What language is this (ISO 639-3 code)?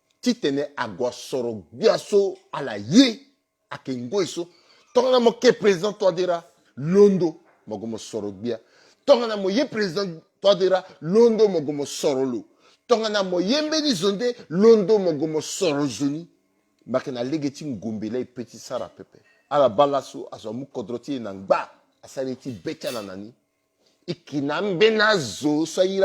sag